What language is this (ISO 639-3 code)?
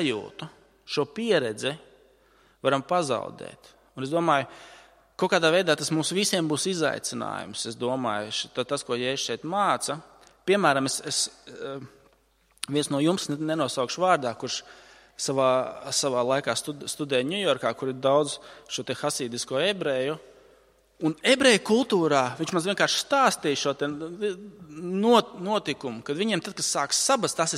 lav